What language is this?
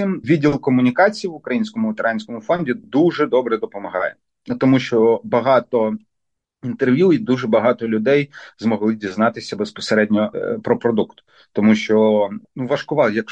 Ukrainian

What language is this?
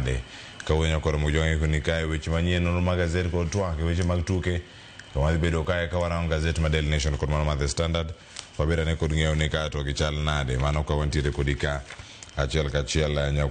Luo (Kenya and Tanzania)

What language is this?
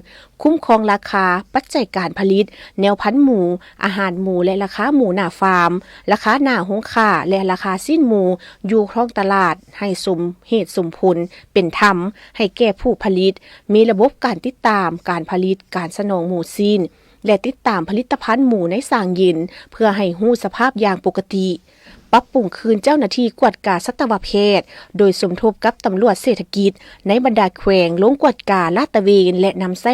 Lao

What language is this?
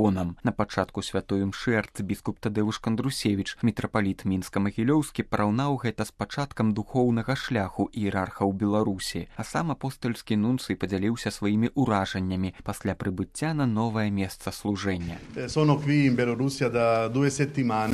Belarusian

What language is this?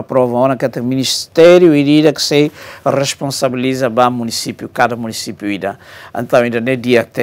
Tetum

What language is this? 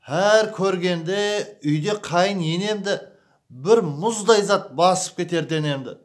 Kara-Kalpak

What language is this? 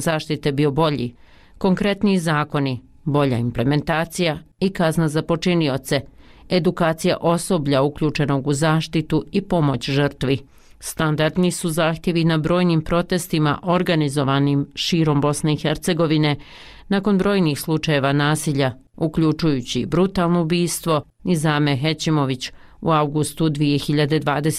Bosnian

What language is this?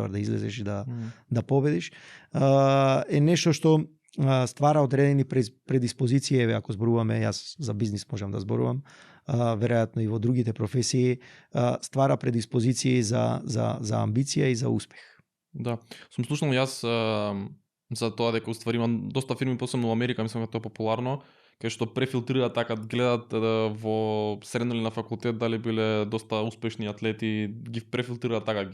Macedonian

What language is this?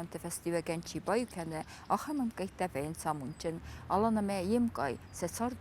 Ossetic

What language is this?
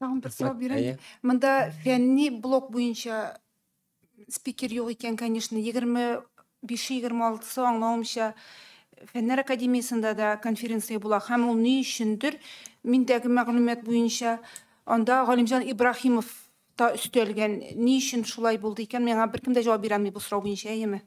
Tatar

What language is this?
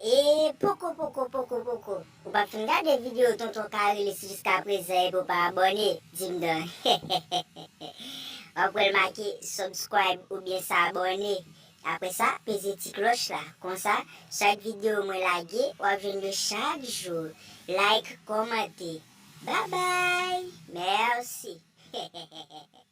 Haitian Creole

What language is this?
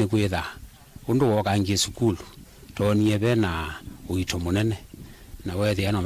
Kamba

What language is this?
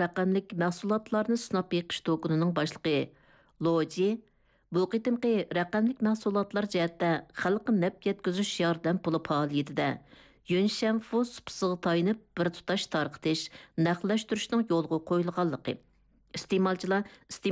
Uyghur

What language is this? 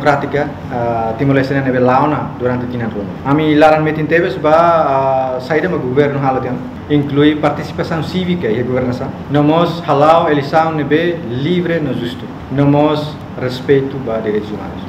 Tetum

